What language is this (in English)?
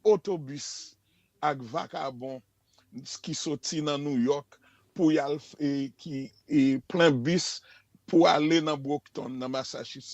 Haitian Creole